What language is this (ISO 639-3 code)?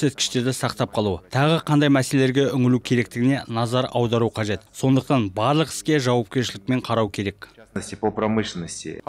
kaz